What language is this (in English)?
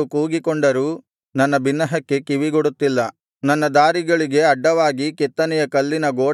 Kannada